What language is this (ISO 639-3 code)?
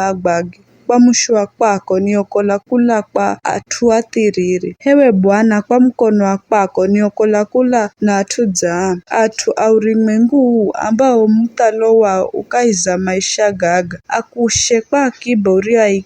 nyf